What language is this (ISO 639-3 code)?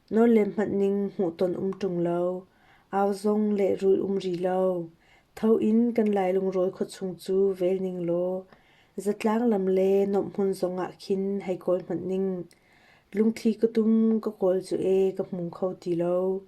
cnh